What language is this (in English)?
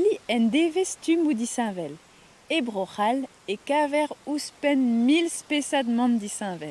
Breton